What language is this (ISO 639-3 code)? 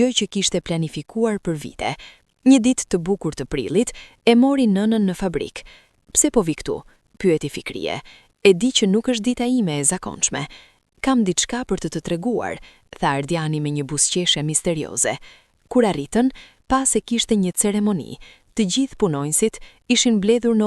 sqi